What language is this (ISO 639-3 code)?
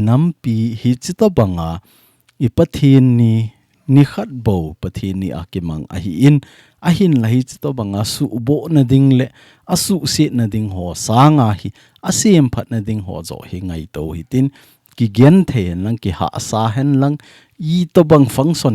tcz